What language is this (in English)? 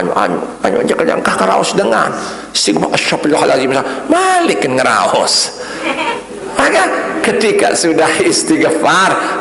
Sasak